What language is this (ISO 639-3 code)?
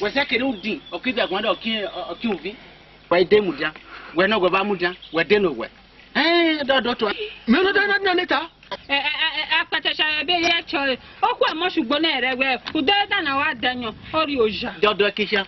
ish